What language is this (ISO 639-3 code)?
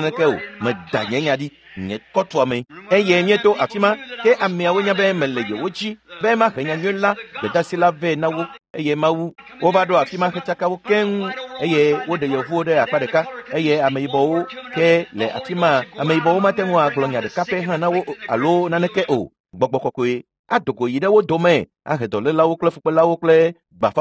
ewe